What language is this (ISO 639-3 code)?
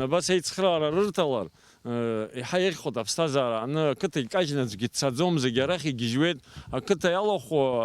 abk